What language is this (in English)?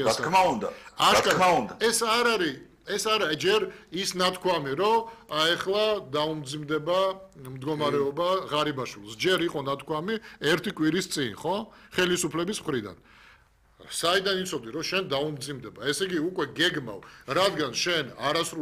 Georgian